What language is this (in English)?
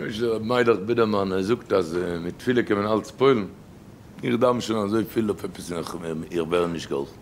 Yiddish